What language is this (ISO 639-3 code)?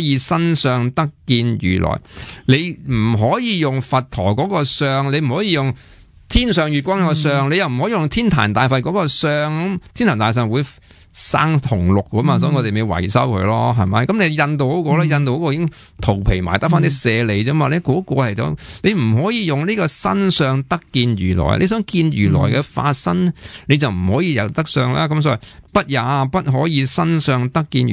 yue